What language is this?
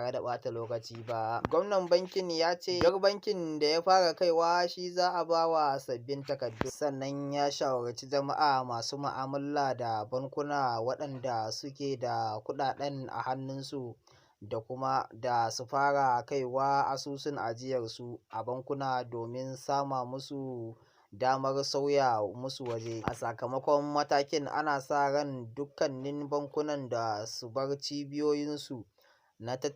Hausa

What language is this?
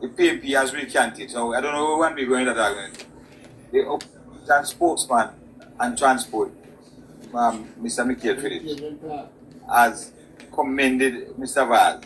Jamaican Creole English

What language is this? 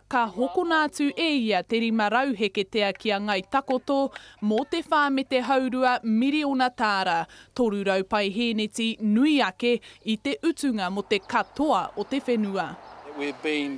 Māori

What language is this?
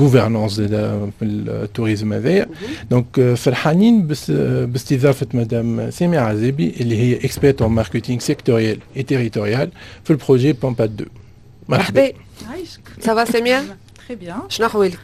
Tunisian Arabic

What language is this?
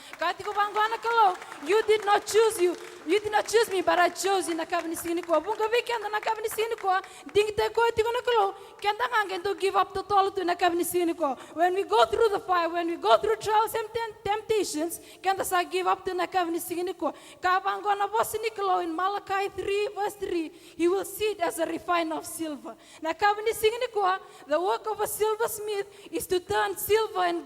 Fijian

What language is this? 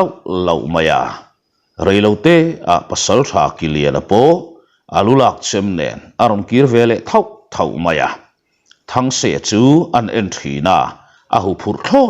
Mizo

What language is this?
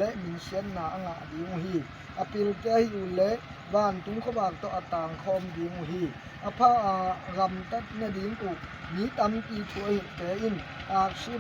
Tedim Chin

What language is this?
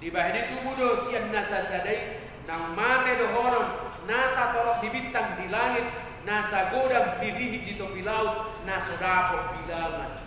Batak Toba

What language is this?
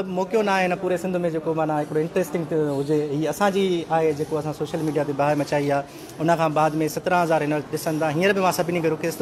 Sindhi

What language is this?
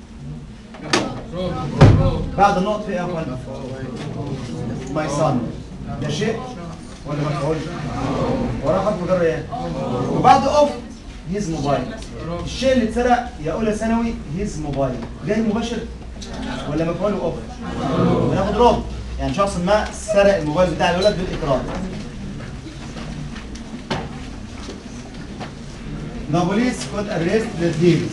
Egyptian Arabic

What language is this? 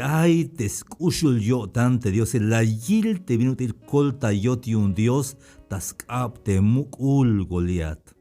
Tzeltal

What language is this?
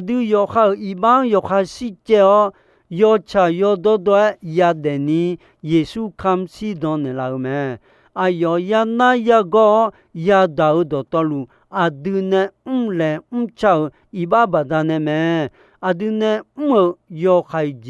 Akha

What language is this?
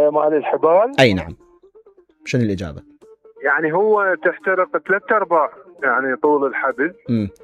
Mesopotamian Arabic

